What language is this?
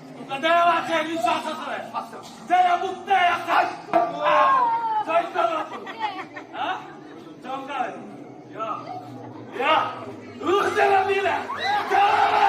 Konkani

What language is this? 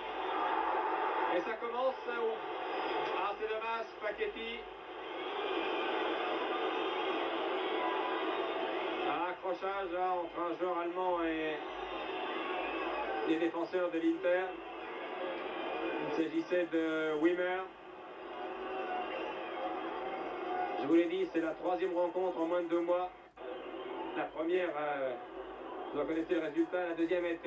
French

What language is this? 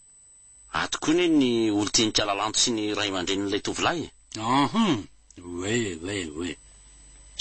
Malagasy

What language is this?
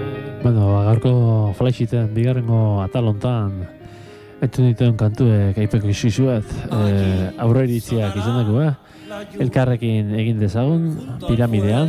Basque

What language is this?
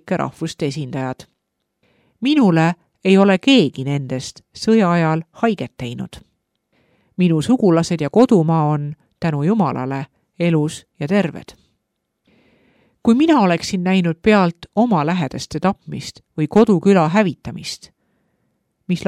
Estonian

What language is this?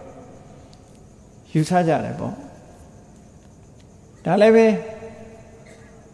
Burmese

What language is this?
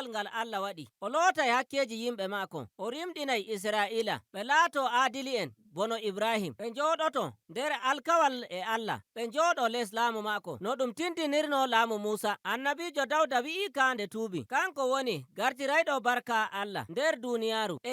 Nigerian Fulfulde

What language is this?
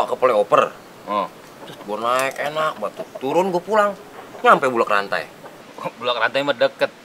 Betawi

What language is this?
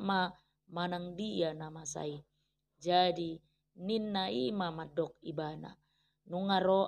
Batak Toba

